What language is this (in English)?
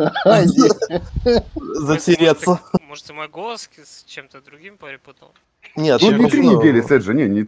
Russian